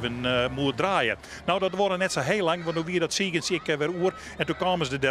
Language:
Western Frisian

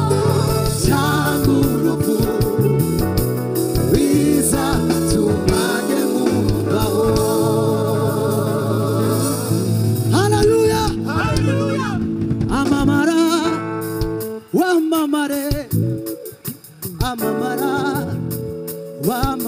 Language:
Kinyarwanda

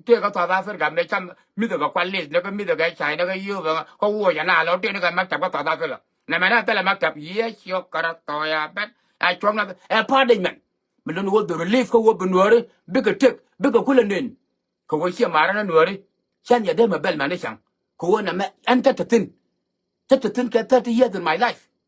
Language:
Nuer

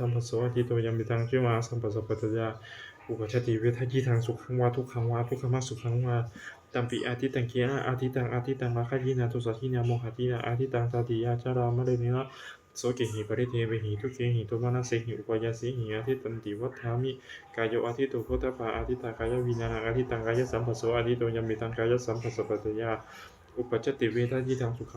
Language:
Pali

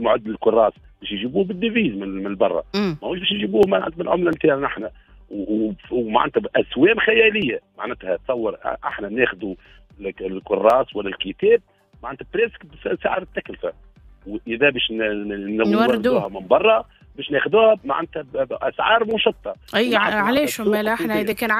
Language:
Tunisian Arabic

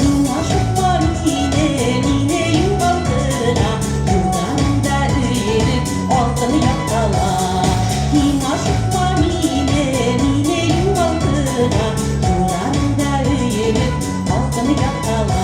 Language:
Bashkir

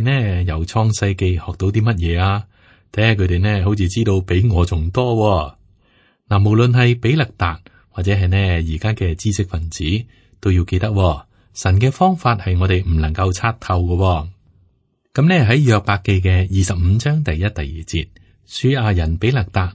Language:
Cantonese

